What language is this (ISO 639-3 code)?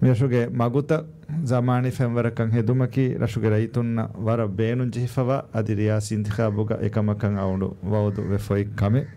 div